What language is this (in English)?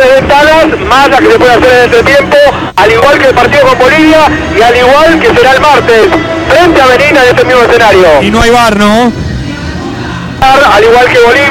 Spanish